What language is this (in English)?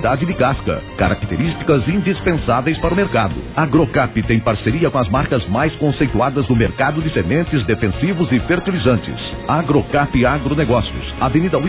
Portuguese